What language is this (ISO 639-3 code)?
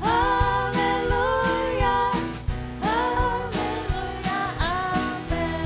fao